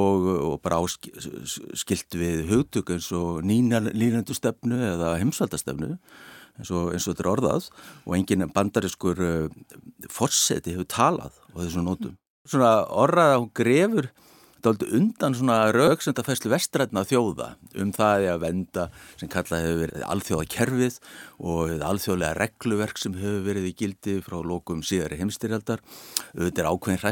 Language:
Icelandic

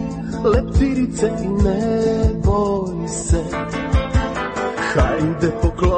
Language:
Croatian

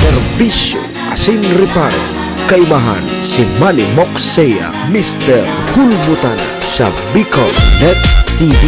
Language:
Bikol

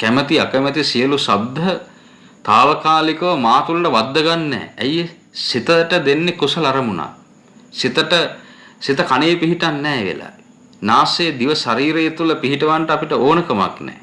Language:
Sinhala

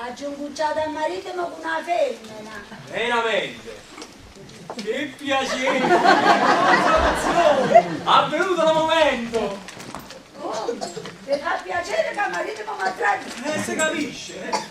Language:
Neapolitan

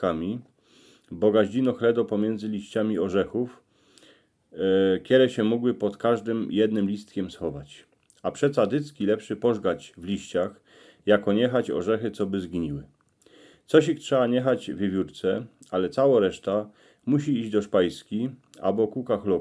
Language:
Silesian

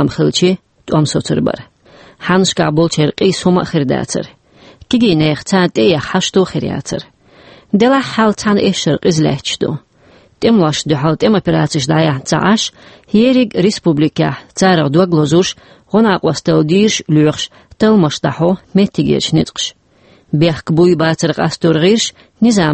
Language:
Chechen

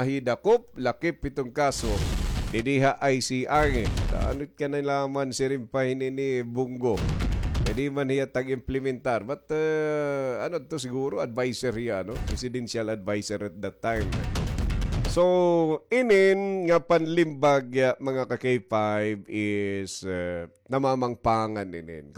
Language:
Waray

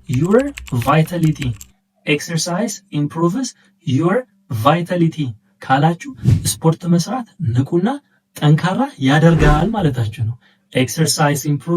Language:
Amharic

